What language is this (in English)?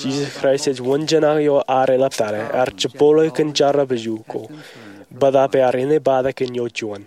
Marshallese